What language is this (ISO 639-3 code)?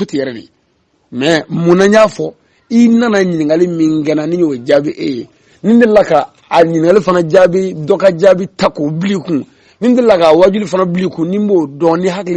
bam